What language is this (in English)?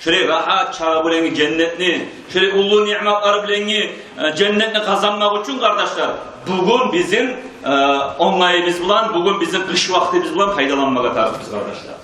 Kumyk